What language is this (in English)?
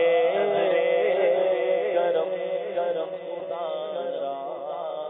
Urdu